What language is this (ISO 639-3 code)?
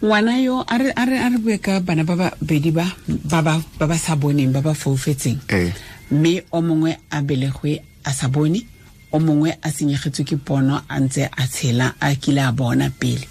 tsn